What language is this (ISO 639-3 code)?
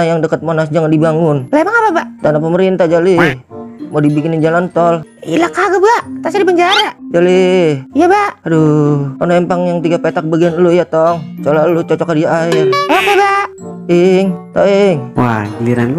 bew